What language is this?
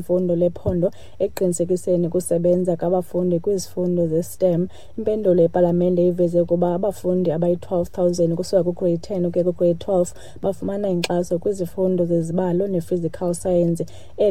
Xhosa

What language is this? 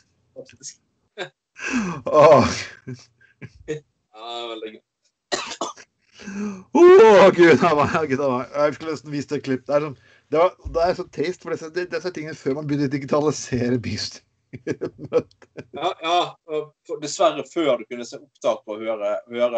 Norwegian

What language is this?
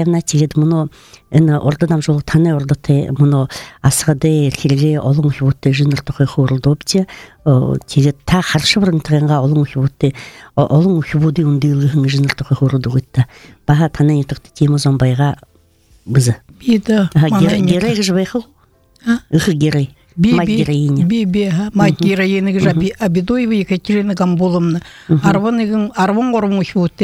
Buriat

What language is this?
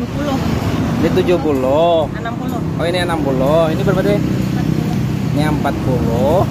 Banjar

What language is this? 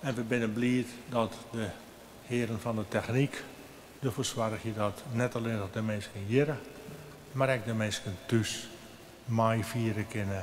Western Frisian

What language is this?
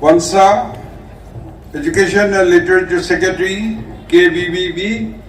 Naga Pidgin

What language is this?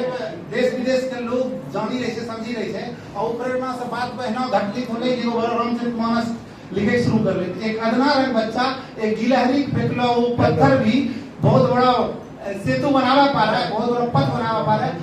Angika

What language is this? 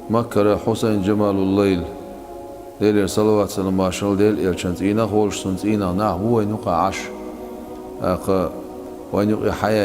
Chechen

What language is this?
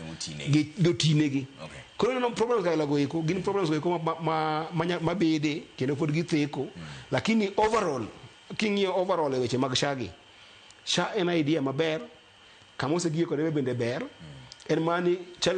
Luo (Kenya and Tanzania)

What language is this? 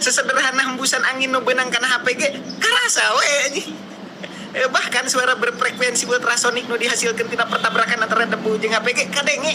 Sundanese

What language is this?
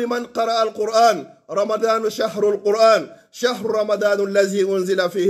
Pular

